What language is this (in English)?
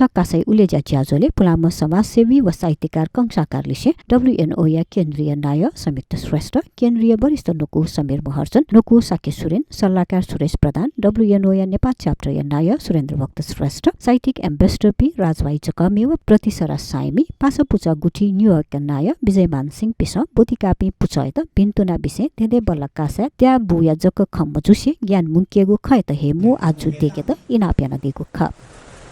Newari